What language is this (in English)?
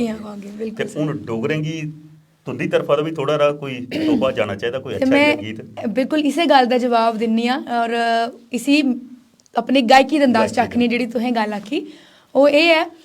Dogri